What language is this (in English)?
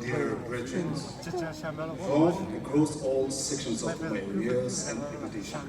Poumei Naga